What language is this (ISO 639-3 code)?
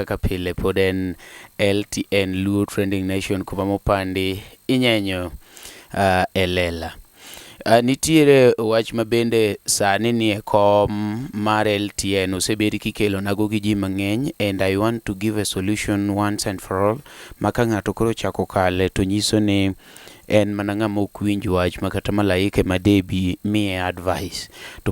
luo